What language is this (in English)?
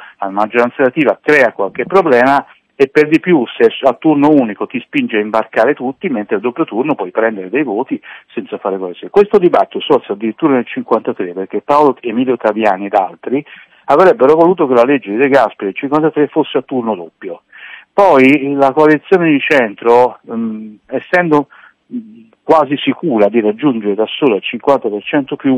Italian